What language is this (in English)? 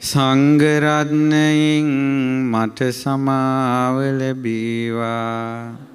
Sinhala